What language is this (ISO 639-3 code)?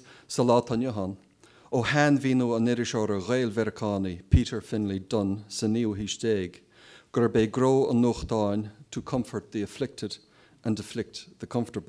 gle